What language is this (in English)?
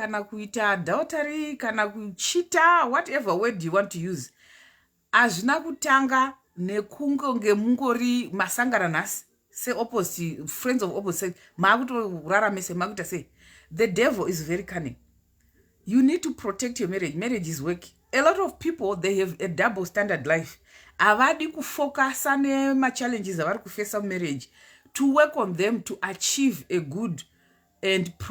Shona